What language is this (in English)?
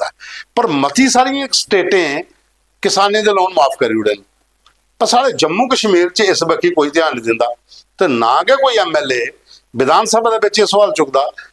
Dogri